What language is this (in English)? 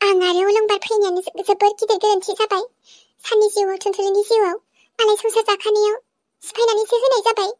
Bodo